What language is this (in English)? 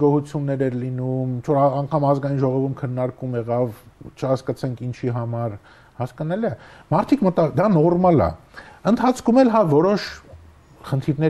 Armenian